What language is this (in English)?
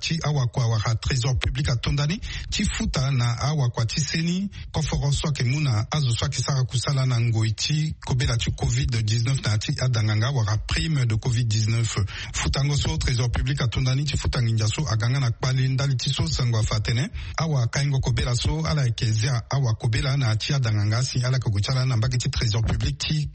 Sango